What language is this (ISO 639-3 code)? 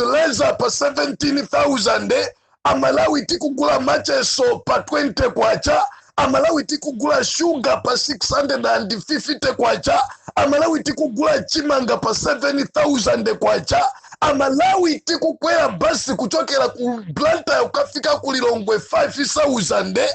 nya